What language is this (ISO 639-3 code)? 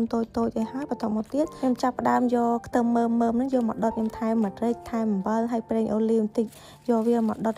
khm